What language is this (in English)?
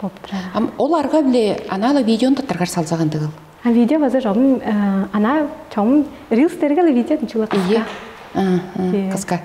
Tuvinian